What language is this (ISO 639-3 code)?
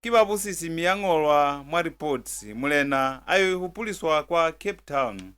loz